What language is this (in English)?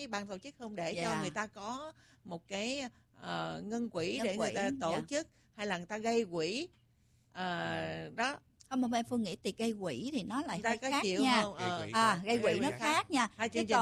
Vietnamese